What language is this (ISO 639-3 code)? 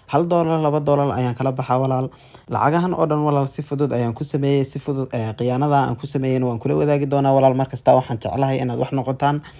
som